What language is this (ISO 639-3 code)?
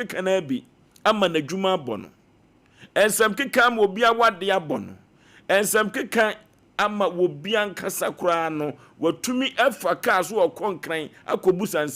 aka